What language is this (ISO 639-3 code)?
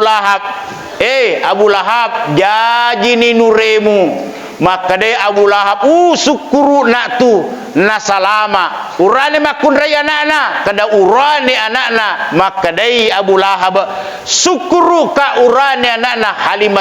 bug